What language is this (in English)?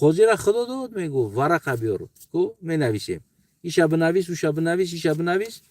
Tajik